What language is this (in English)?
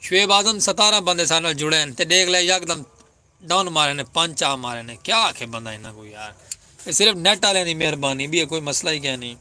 Saraiki